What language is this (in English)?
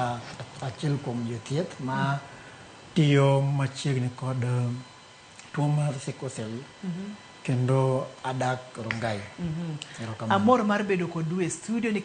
Luo (Kenya and Tanzania)